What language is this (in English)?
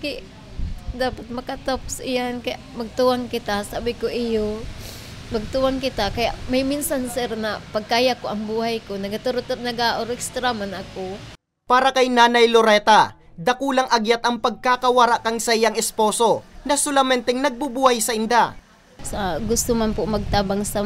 Bikol